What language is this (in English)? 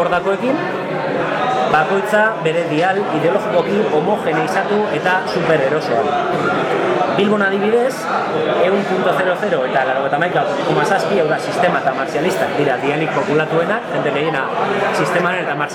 Basque